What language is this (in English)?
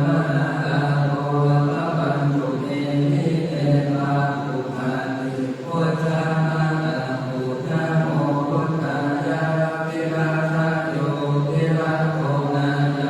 Pali